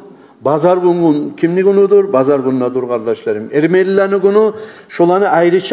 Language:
Kumyk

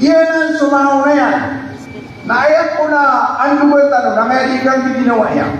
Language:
Maranao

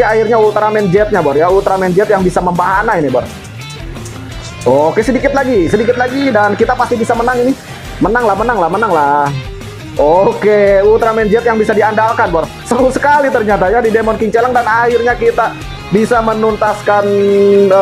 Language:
Indonesian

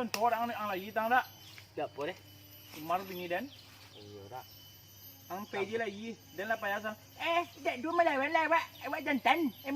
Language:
Minangkabau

